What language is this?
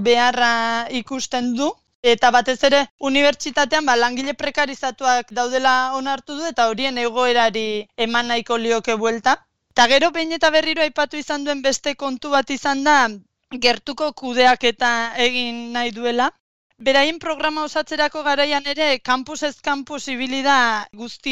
Basque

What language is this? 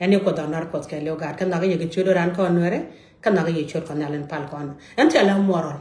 Nuer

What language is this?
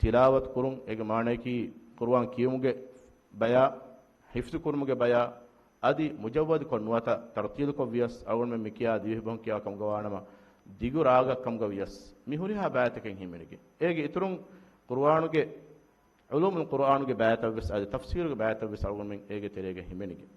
Divehi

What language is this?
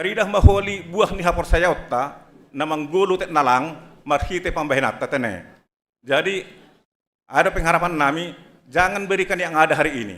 Batak Simalungun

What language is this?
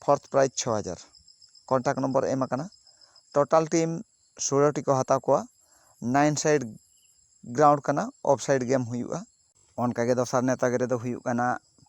Santali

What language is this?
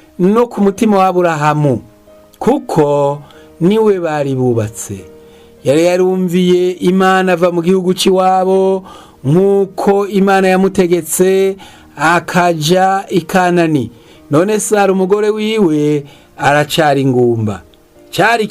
Rundi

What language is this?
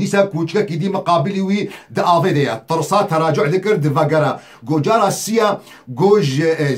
Kurdish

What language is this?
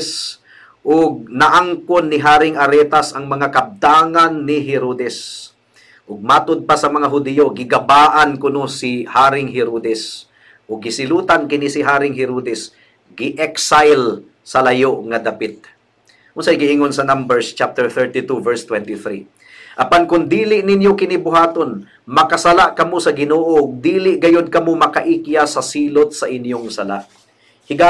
Cebuano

